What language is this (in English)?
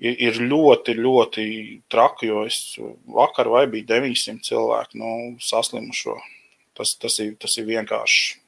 Latvian